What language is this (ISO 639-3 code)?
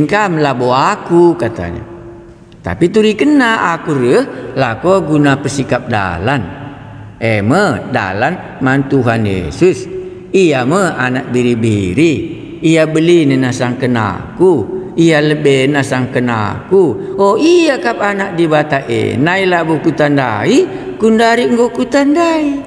btx